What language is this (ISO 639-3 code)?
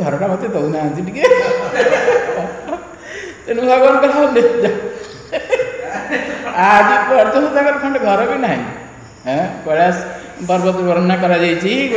ori